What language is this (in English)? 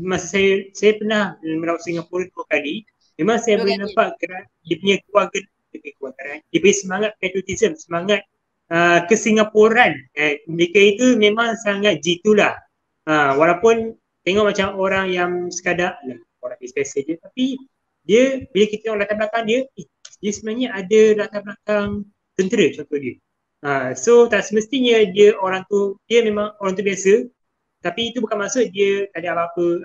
Malay